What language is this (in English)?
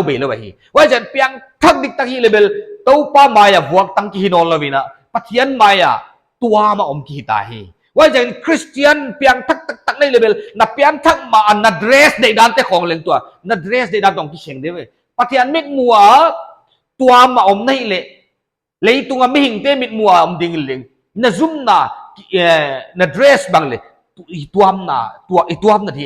Paite Chin